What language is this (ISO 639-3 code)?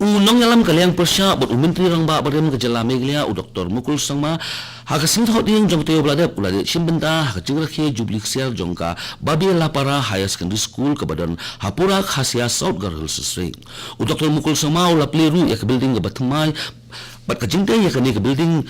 kha